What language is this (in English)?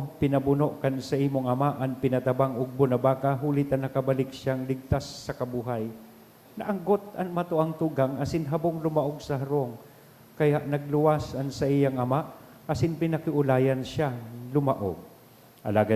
Bikol